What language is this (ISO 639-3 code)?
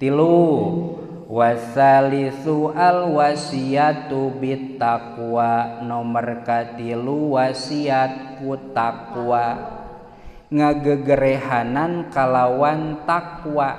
sun